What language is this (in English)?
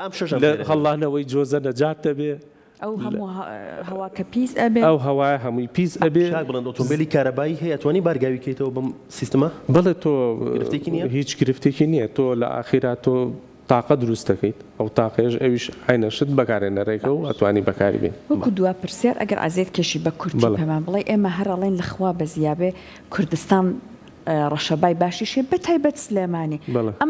Central Kurdish